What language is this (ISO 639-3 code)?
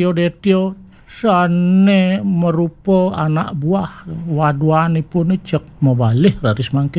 ban